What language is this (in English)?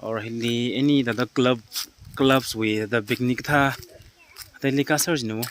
Tangkhul Naga (India)